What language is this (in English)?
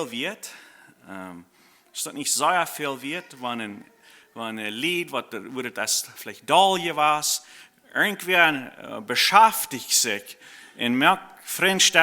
Plautdietsch